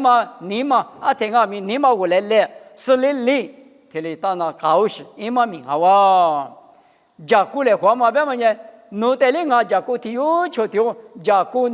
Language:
Lisu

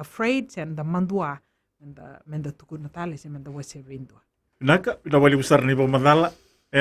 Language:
Fijian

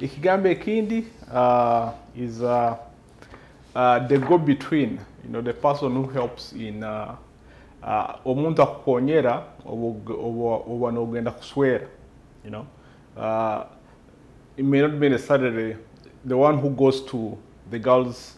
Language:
Nyoro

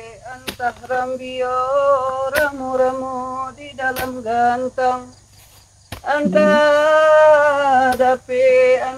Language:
Minangkabau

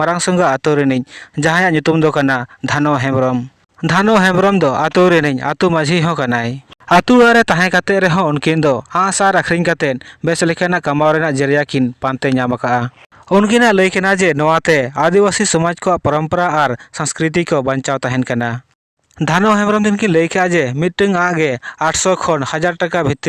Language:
Santali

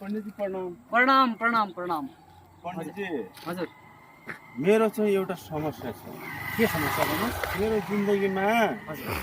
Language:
Nepali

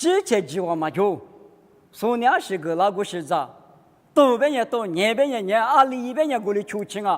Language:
Lisu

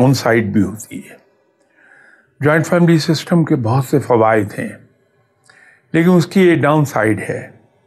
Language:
Urdu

